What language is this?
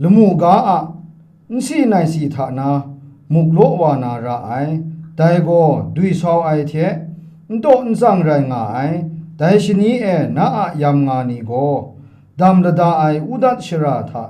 Kachin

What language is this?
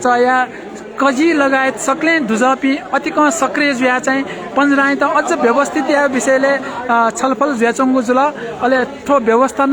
Newari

